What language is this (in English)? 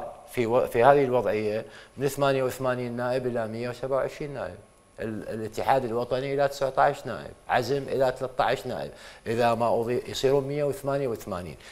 Mesopotamian Arabic